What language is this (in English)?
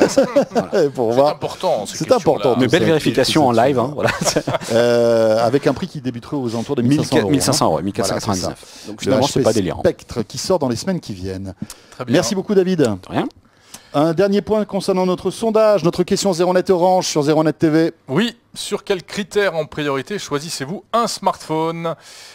French